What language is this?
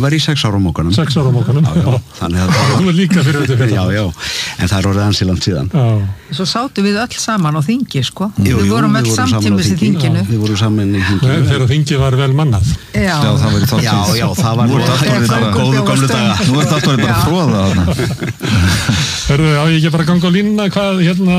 Icelandic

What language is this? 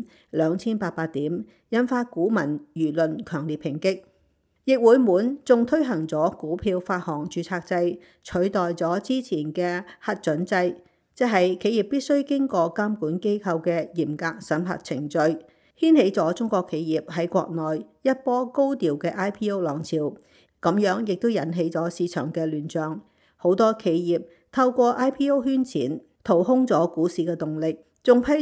Cantonese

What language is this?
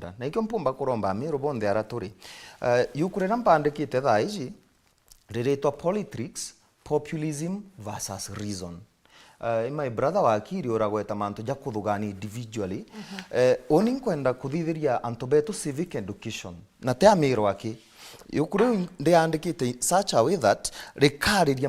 Meru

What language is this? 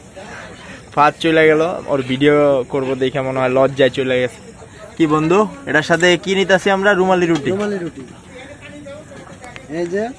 Bangla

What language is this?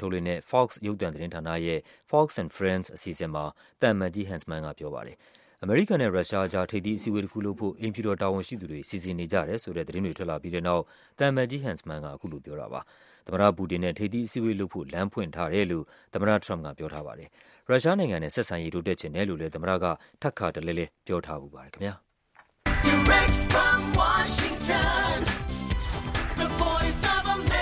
Burmese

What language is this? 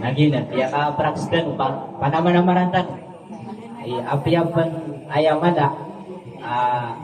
Maranao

